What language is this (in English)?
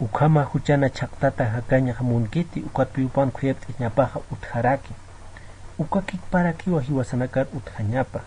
Aymara